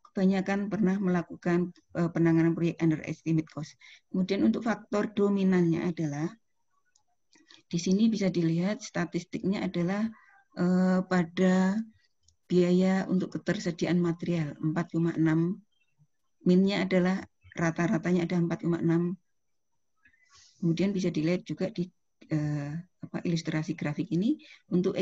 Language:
Indonesian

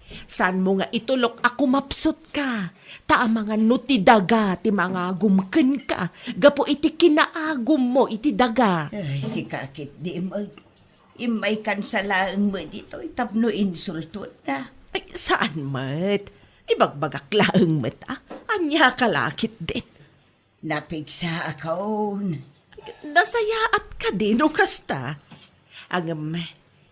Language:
Iloko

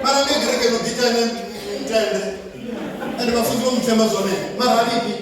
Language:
Venda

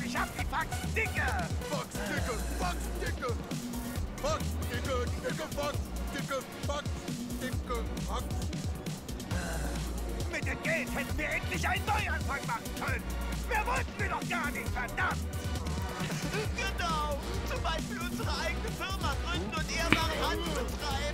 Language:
German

